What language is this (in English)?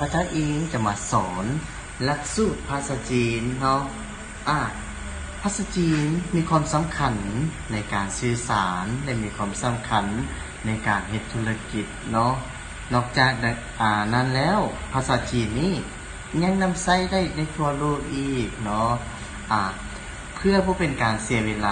Lao